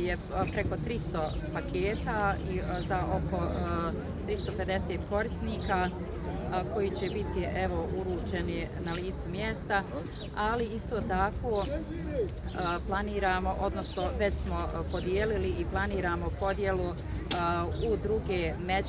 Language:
Bosnian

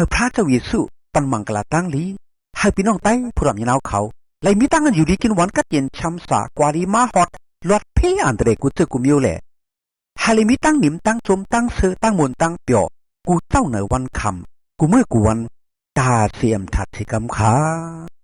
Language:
Shan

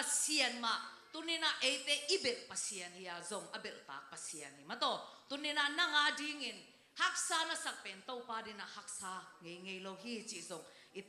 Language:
Tedim Chin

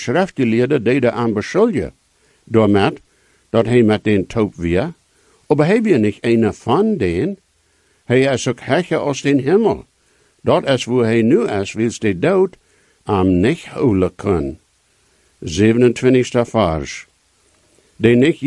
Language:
Plautdietsch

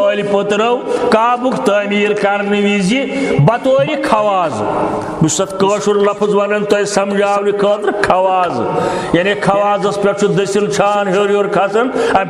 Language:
Kashmiri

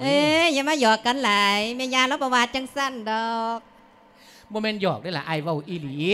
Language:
Lao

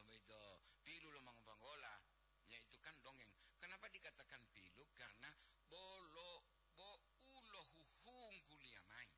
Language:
Gorontalo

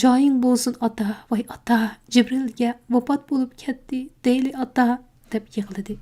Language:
Uyghur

